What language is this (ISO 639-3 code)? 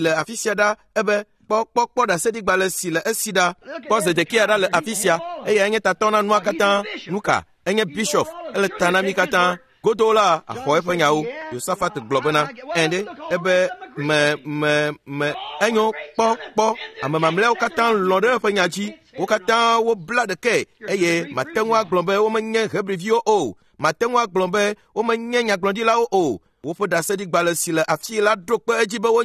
ewe